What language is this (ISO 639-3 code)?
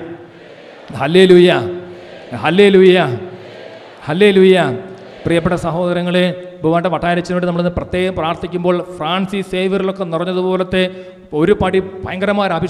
mal